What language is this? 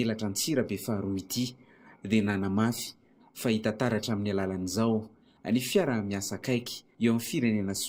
Malagasy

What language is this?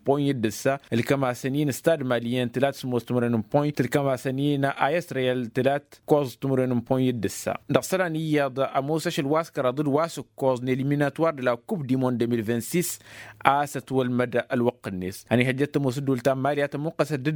Tamasheq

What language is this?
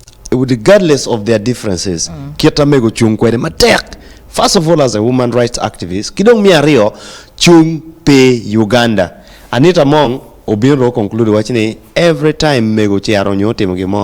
Acoli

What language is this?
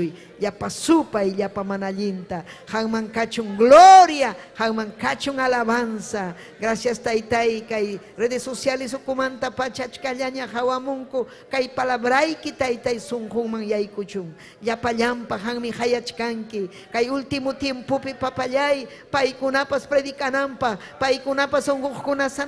Ayacucho Quechua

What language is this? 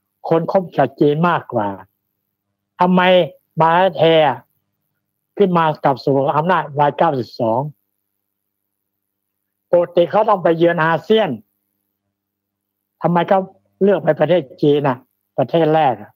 Thai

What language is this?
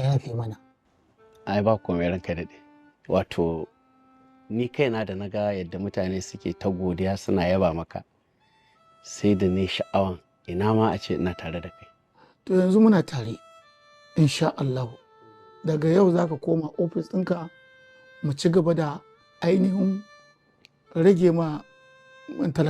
Hausa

